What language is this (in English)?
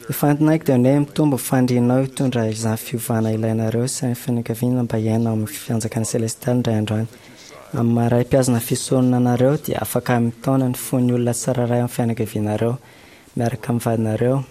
Malagasy